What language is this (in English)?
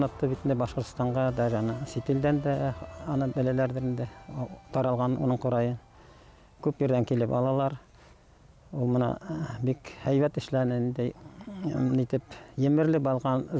Bashkir